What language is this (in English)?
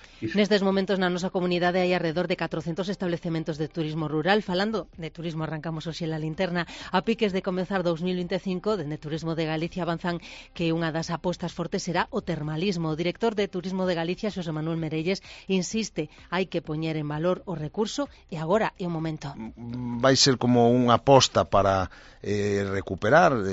Galician